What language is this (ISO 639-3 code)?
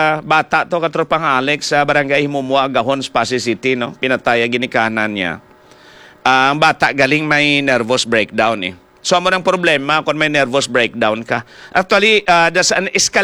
hil